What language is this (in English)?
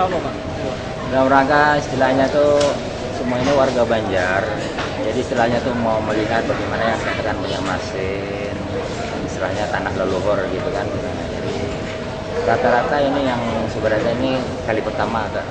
Banjar